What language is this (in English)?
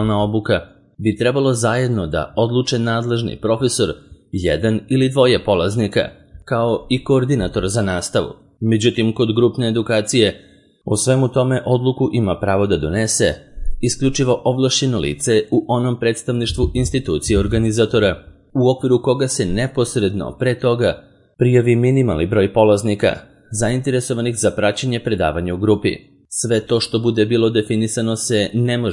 Serbian